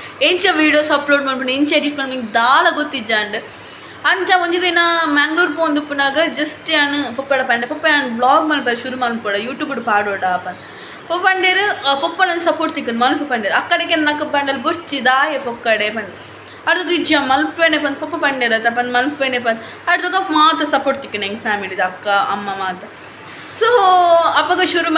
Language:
Tulu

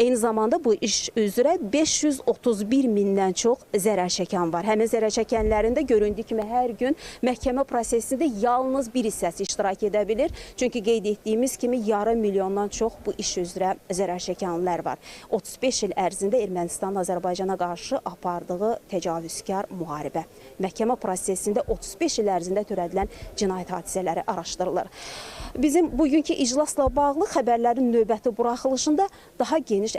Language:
Azerbaijani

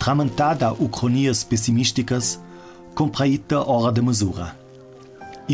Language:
Ladin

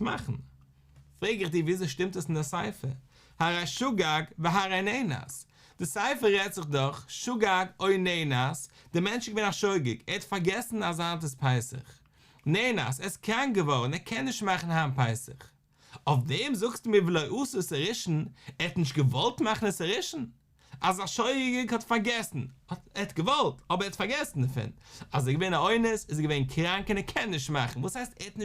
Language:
Yiddish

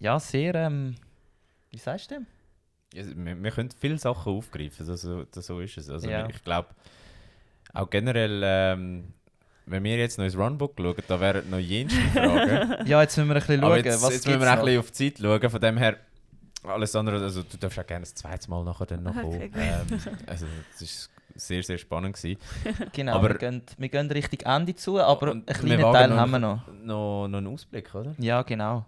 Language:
Swiss German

